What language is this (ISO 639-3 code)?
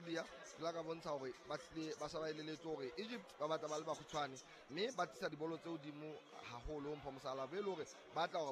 sot